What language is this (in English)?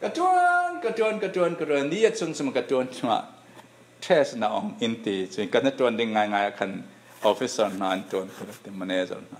Falam Chin